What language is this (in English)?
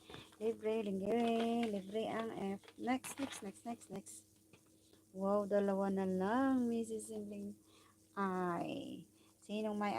Iloko